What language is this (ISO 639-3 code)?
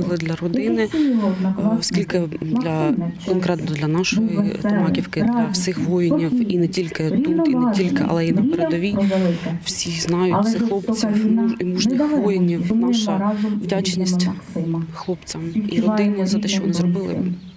ukr